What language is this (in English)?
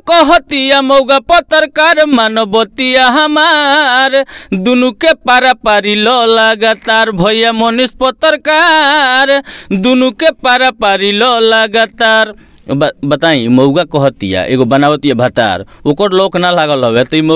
Bhojpuri